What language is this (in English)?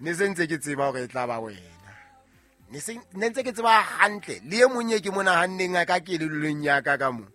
Southern Sotho